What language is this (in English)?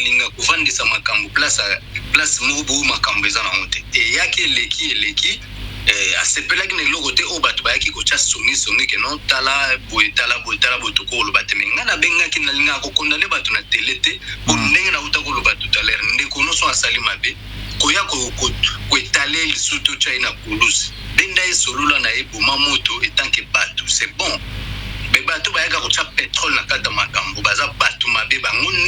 Lingala